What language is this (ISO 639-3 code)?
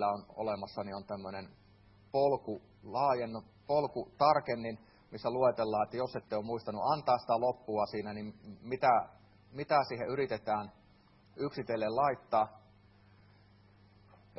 fin